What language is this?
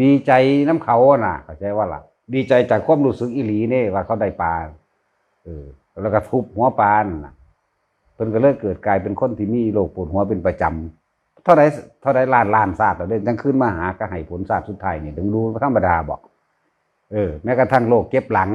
Northeastern Thai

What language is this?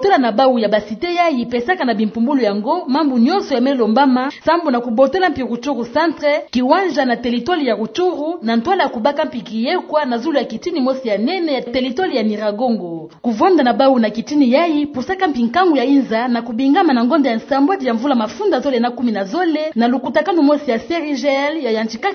Kituba (Democratic Republic of Congo)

